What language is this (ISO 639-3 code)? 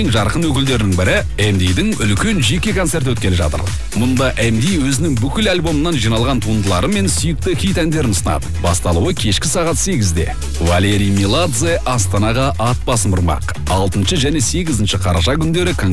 kaz